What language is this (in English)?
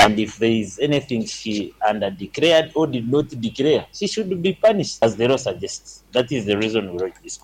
Nyoro